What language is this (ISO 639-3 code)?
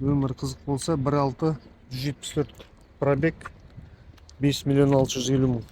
kaz